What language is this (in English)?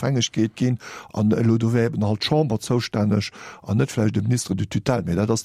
Luxembourgish